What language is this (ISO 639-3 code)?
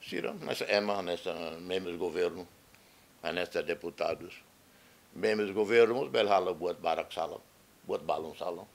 tet